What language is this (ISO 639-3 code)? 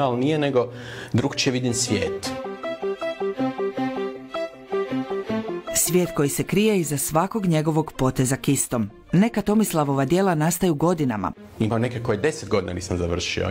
hrv